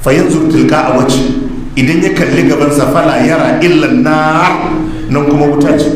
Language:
Hausa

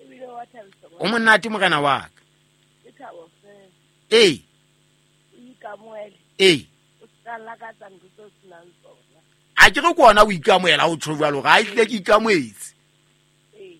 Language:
Southern Sotho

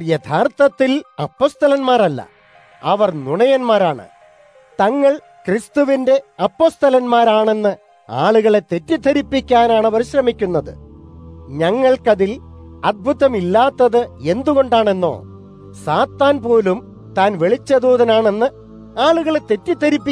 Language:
Malayalam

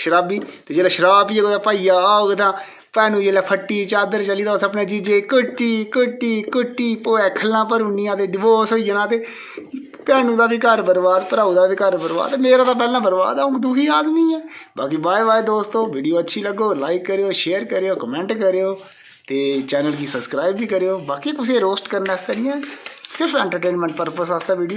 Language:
Dogri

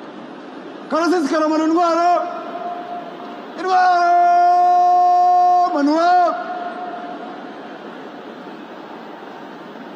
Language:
Kinyarwanda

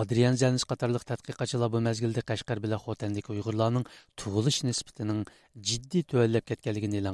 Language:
Uyghur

